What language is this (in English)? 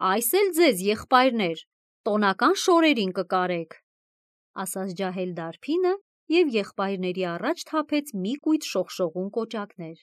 Armenian